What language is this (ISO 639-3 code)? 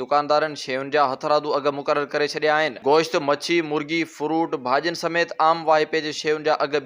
snd